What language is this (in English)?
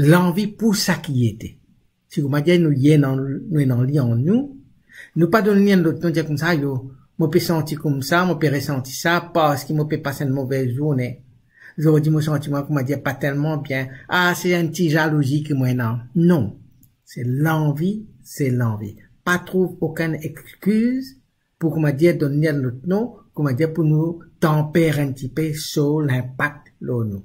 Morisyen